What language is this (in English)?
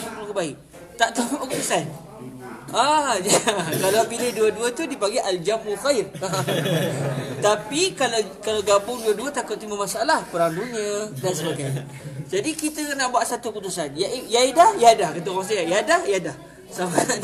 Malay